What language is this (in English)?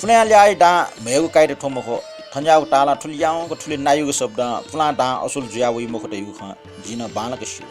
Newari